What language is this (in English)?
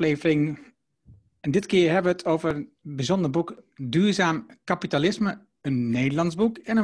Dutch